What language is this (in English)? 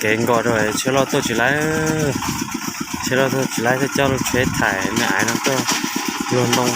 Hmong